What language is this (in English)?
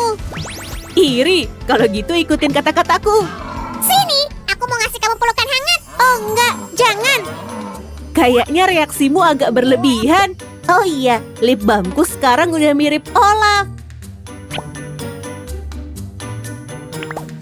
Indonesian